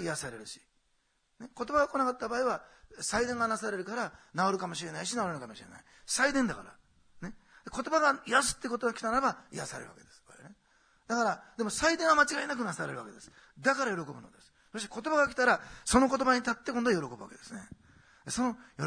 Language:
Japanese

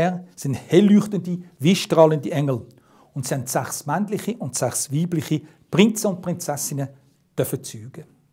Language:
Swiss German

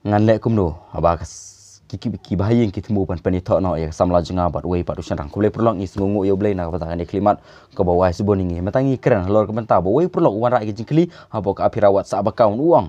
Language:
Khasi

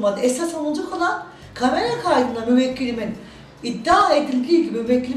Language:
Turkish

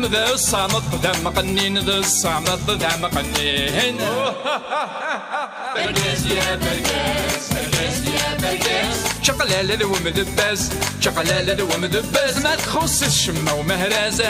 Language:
Kabyle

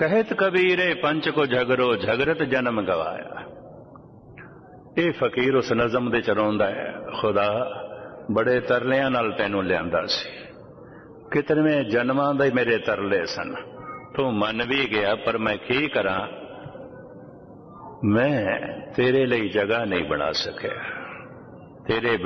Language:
Punjabi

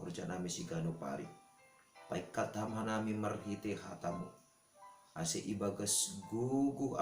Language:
Batak Simalungun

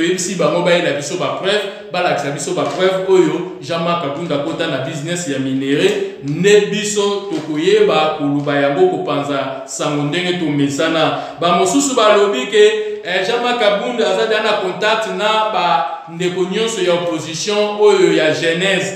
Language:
Lingala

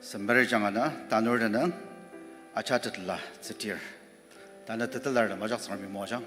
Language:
Ao Naga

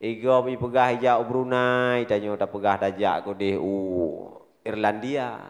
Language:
Achinese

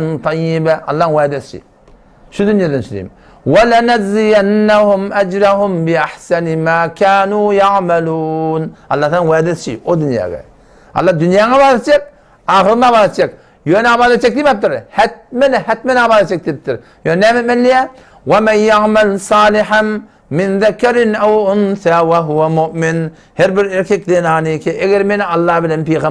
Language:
Turkmen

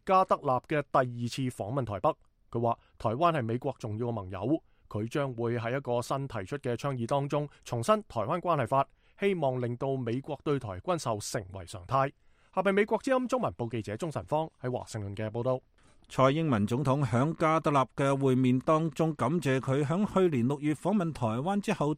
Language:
Cantonese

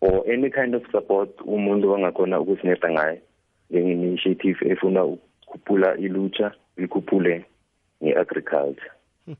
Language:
South Ndebele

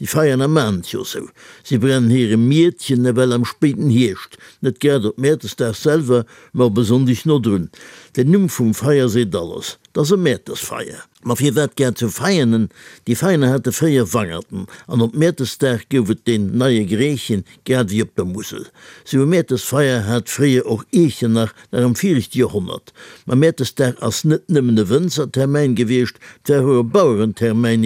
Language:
Luxembourgish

